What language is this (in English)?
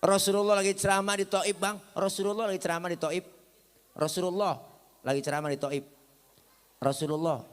Betawi